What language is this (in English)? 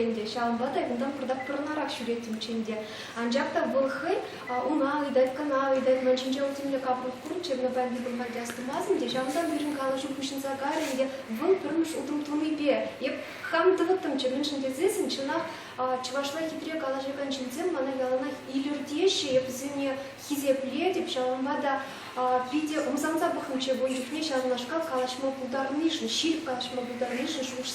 Chuvash